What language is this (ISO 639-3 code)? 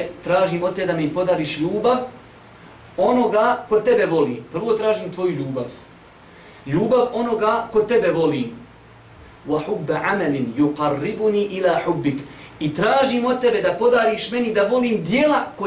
bos